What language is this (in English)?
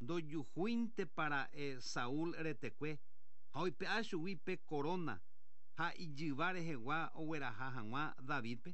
Guarani